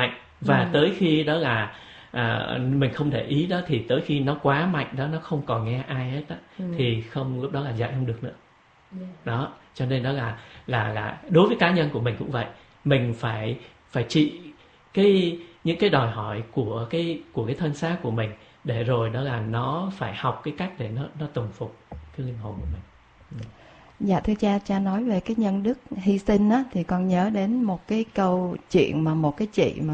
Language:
Vietnamese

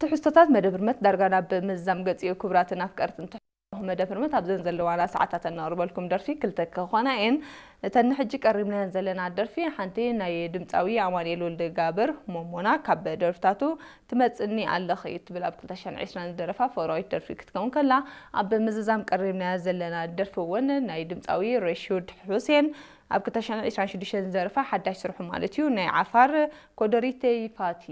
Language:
Tigrinya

